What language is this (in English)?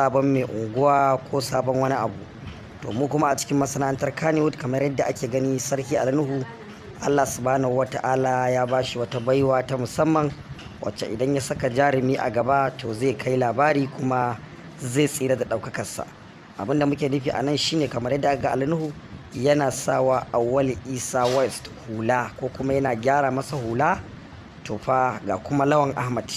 Hausa